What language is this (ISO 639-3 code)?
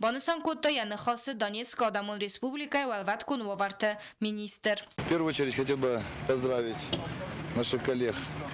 oss